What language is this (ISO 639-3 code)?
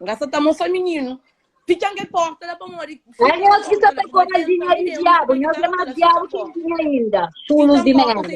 kea